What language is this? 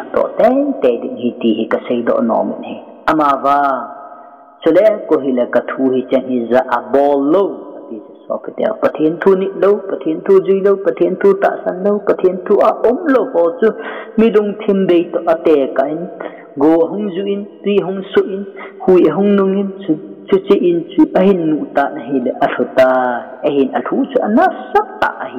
Thado Chin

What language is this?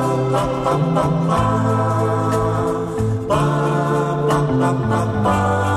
Kazakh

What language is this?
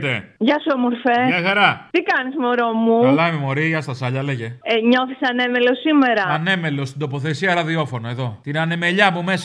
Greek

